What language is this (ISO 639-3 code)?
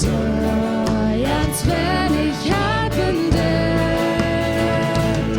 pdt